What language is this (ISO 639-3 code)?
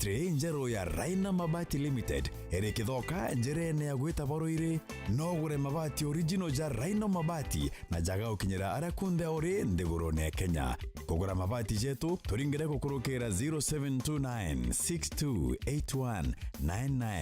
mer